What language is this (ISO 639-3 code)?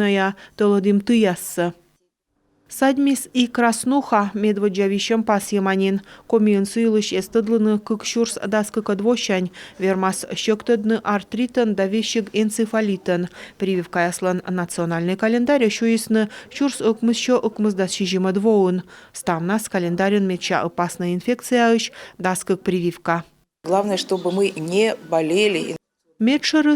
kom